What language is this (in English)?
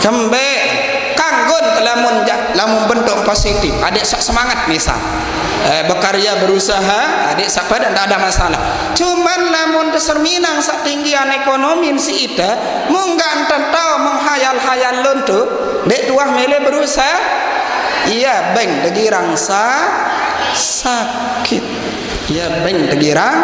Sasak